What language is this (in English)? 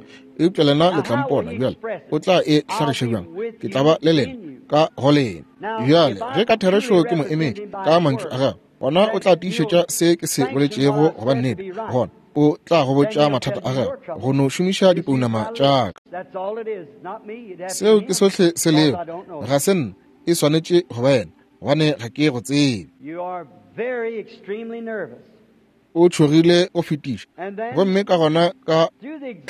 Northern Sotho